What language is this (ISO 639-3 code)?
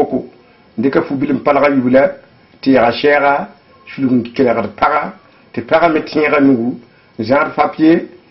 mos